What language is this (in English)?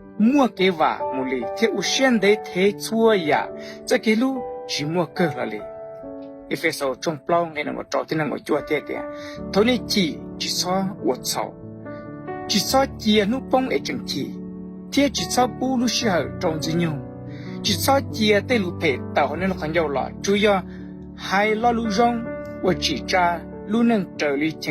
Hmong